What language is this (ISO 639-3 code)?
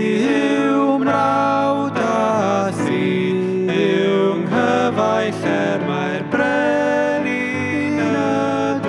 cym